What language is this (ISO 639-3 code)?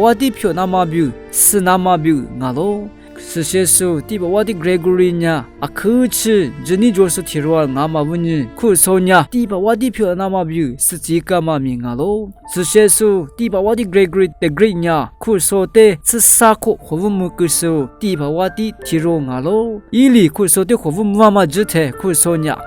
lis